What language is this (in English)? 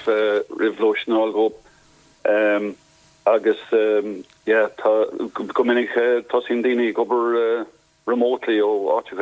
Irish